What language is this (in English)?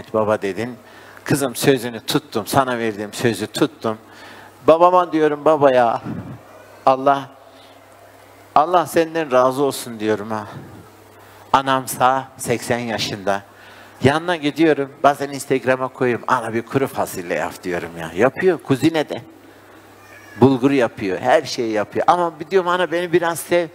Turkish